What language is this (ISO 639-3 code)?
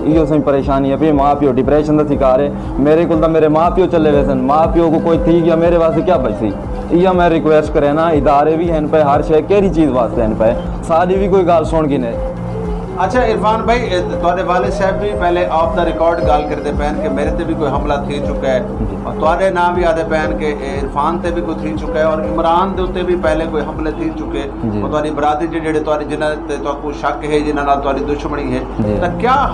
skr